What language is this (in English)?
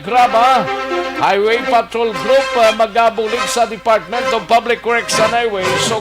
Hiligaynon